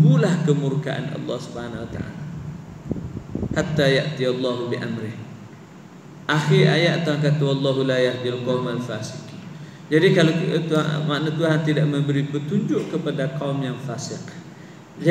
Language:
Malay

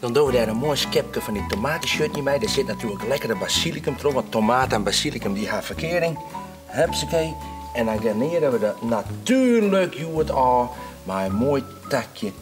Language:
Western Frisian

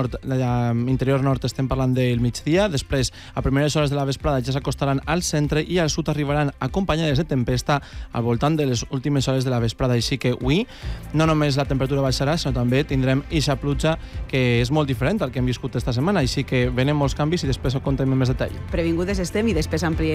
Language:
Catalan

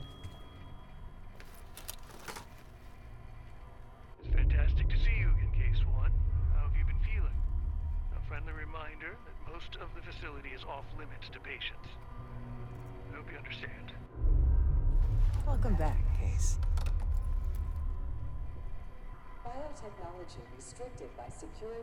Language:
English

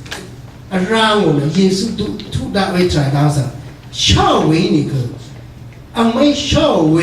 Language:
Rawang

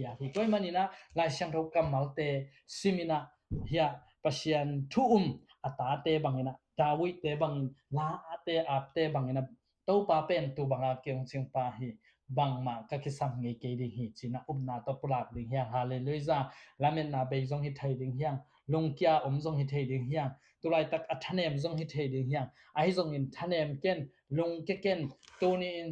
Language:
Tedim Chin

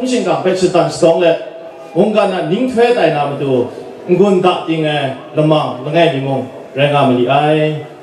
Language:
Kachin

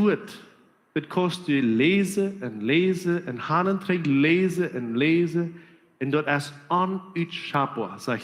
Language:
Plautdietsch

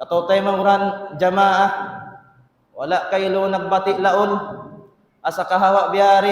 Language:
Tausug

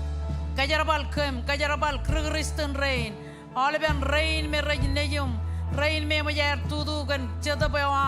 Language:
Marshallese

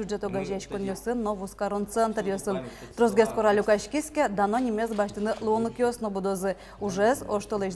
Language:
Udmurt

